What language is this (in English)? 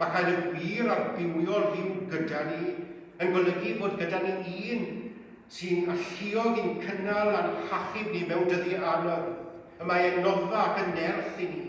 Welsh